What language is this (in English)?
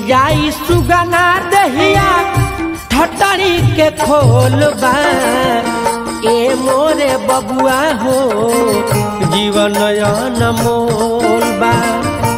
Bhojpuri